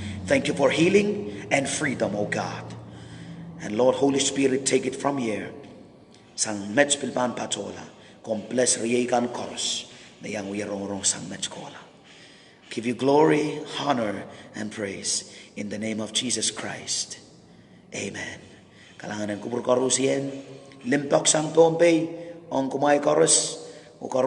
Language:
Pohnpeian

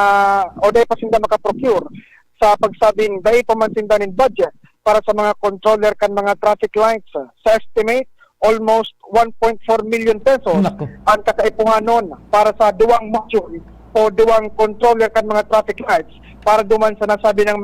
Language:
Bikol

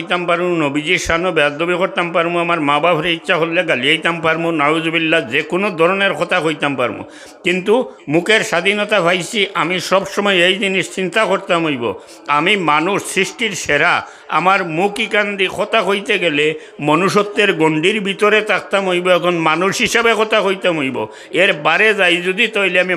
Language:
Sylheti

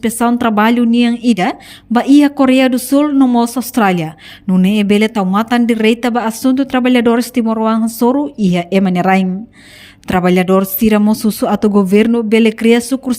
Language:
Tetum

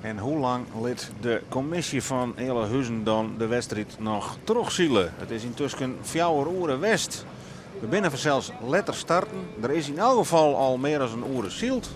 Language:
Western Frisian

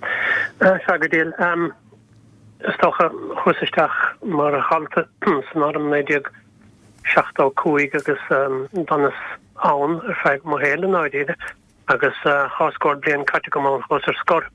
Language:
Irish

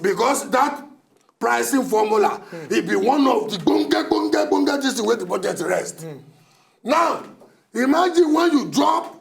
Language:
Nigerian Pidgin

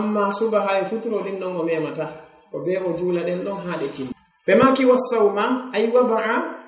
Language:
Fula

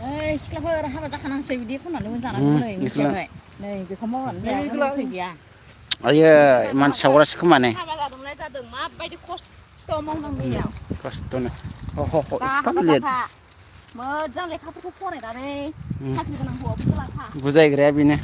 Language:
Bodo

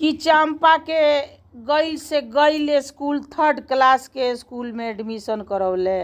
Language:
Bhojpuri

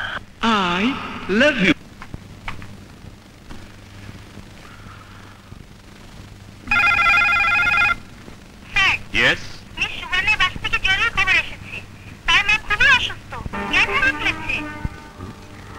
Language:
Bangla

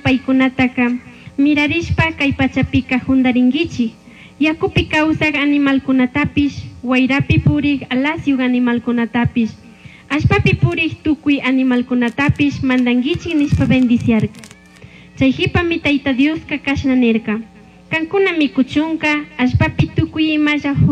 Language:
Chimborazo Highland Quichua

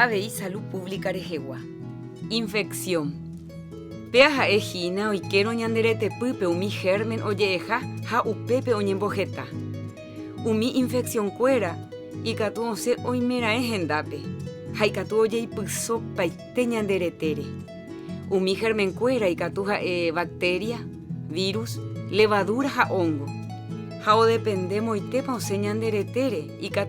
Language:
Guarani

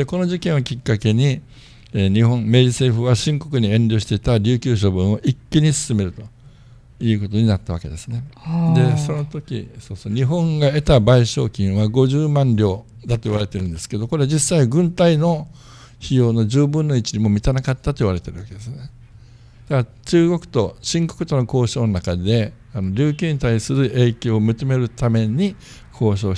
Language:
Japanese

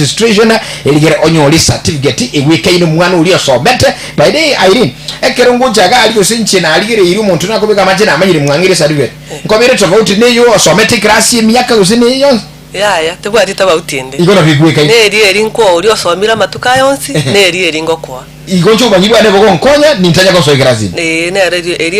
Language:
Gusii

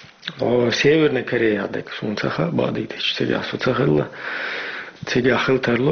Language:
Chechen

